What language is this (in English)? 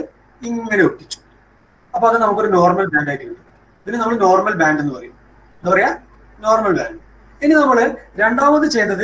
Malayalam